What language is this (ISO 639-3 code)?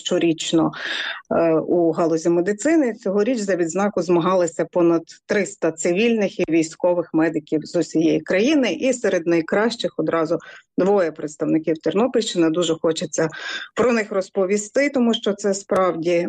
ukr